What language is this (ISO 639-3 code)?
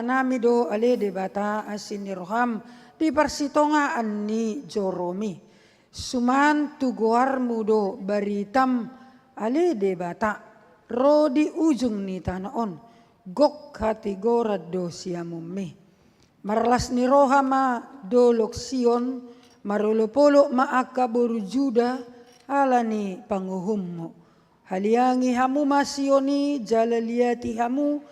bbc